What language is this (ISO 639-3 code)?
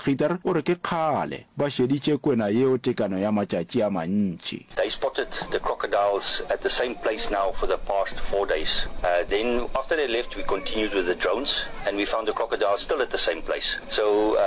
nso